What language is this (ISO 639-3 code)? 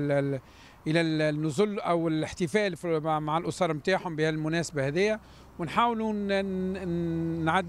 aeb